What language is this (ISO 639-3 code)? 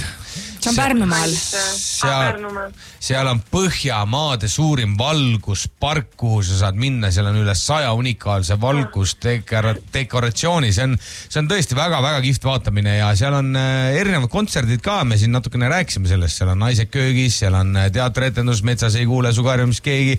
est